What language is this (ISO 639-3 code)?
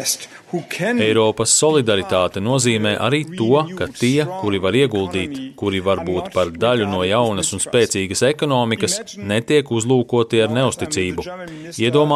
lav